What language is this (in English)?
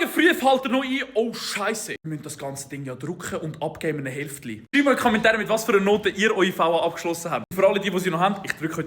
Swiss German